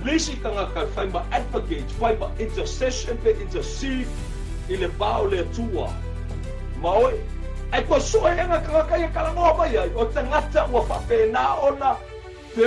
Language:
Samoan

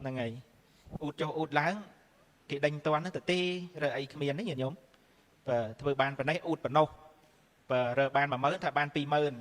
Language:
Khmer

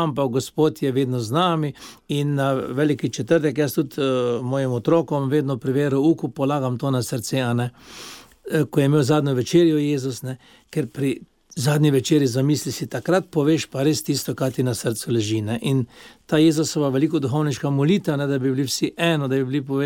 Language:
Slovenian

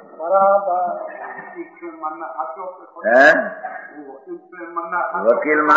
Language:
Gujarati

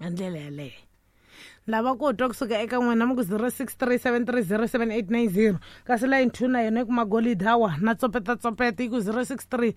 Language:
Tsonga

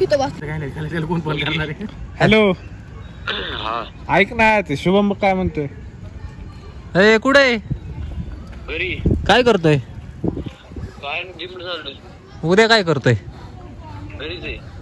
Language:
Marathi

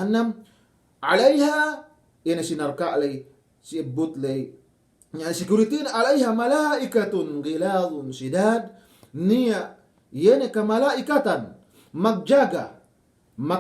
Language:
Yakan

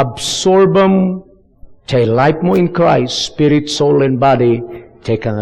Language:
Iloko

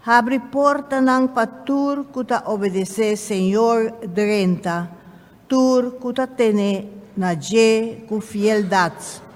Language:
Papiamento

